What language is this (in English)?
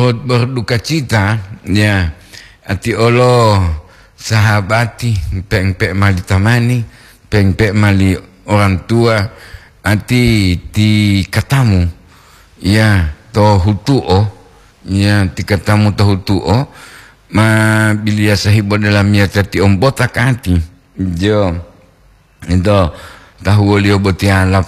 Gorontalo